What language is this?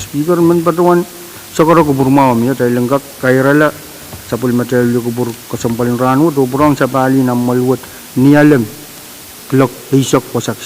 Pohnpeian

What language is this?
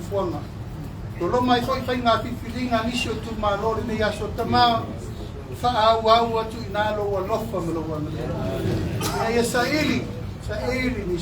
Samoan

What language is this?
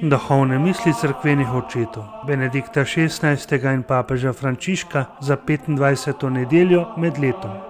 Slovenian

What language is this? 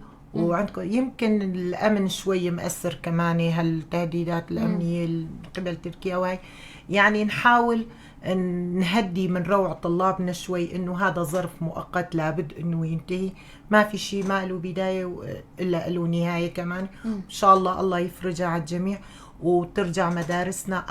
North Levantine Arabic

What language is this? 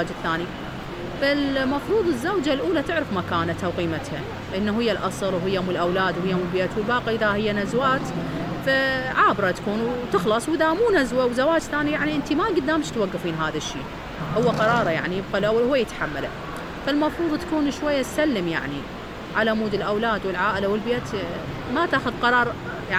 Mesopotamian Arabic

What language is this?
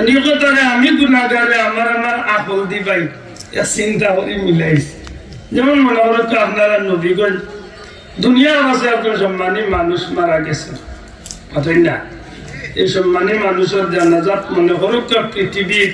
Sylheti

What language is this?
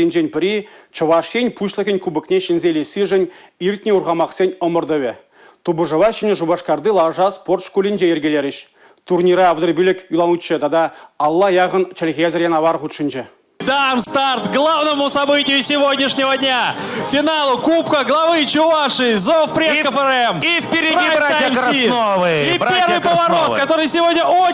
Chuvash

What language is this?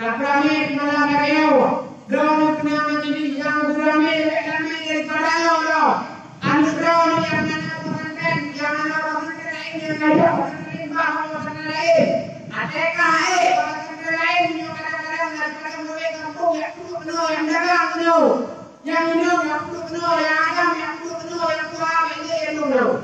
Achinese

